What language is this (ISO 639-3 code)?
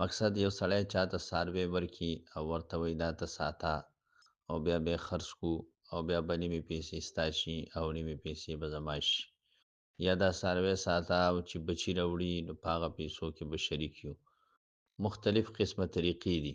pus